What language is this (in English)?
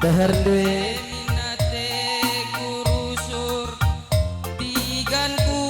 Batak Karo